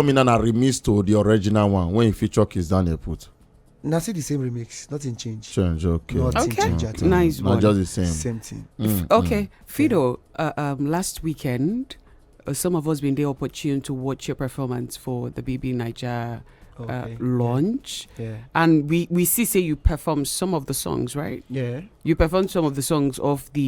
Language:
Nigerian Pidgin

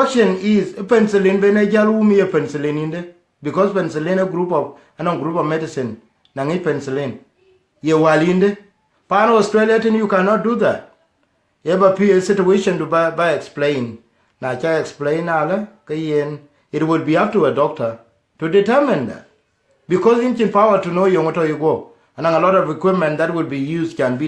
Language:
Dinka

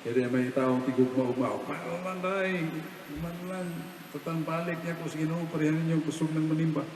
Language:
Cebuano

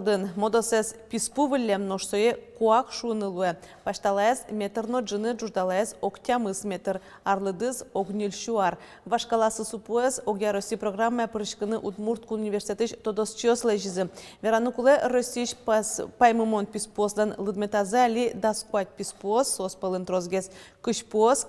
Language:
Udmurt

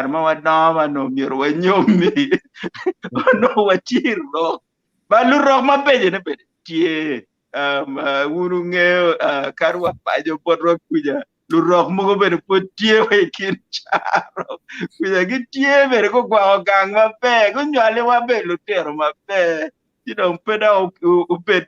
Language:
Acoli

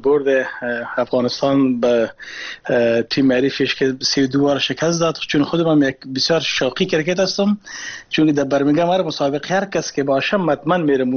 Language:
Persian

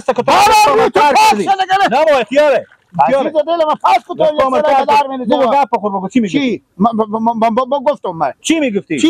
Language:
Persian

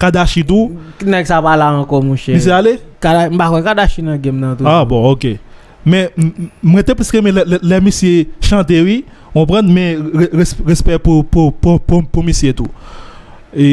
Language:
Haitian Creole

